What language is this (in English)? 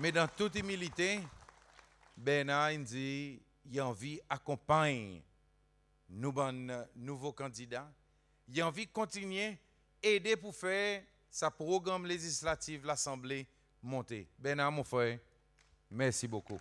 Seselwa Creole French